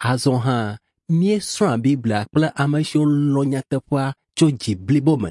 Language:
Ewe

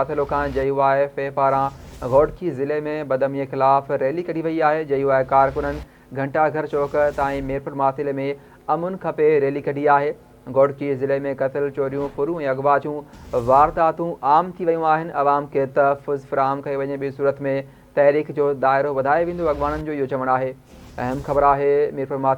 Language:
Sindhi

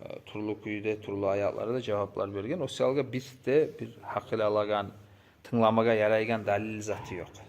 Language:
Kumyk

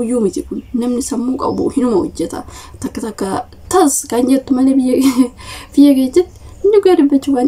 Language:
Oromo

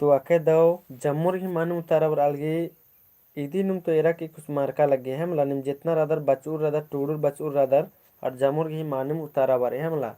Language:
Kurukh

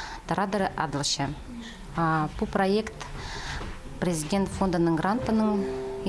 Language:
Khakas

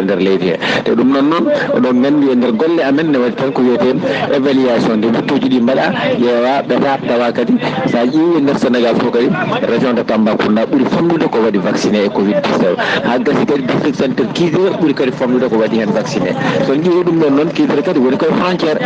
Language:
Fula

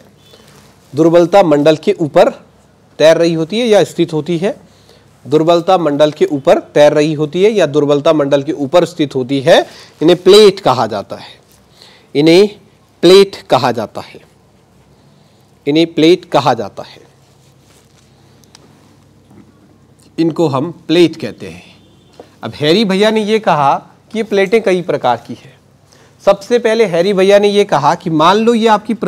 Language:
Hindi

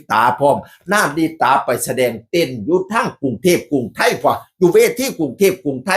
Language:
Northeastern Thai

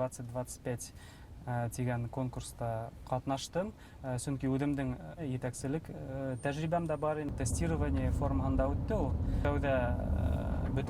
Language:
Bashkir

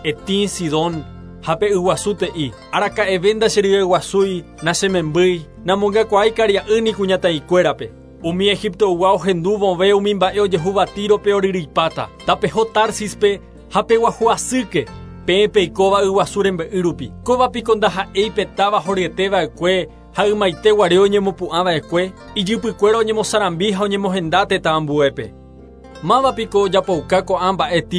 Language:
Guarani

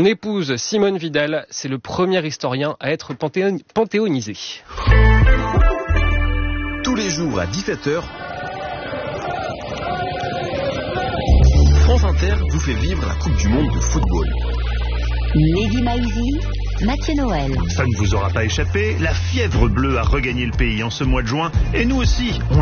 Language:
French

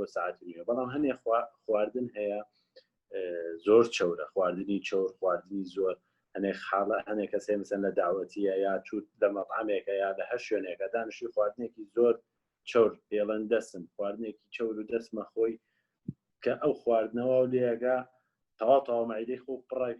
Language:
Central Kurdish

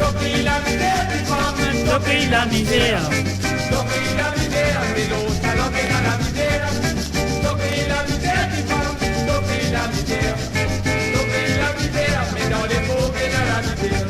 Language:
Morisyen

